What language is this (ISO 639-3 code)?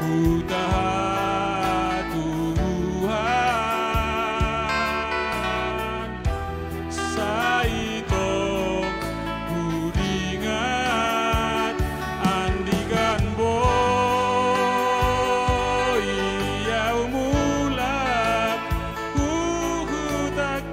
bts